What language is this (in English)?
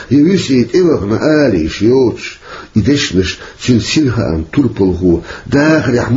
Chechen